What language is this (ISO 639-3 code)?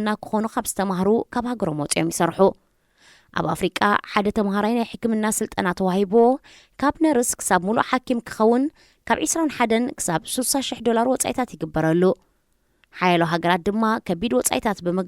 tir